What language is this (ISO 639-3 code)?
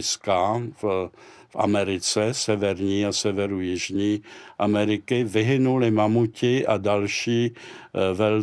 ces